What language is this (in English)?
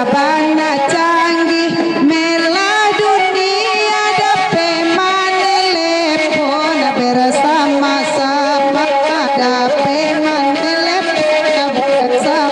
Minangkabau